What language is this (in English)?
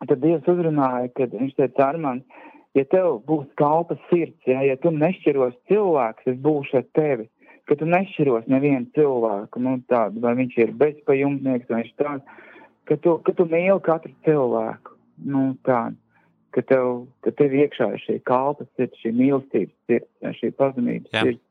Latvian